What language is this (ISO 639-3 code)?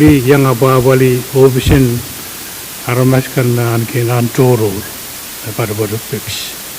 pon